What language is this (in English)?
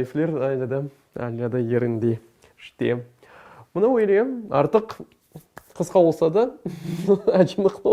Crimean Tatar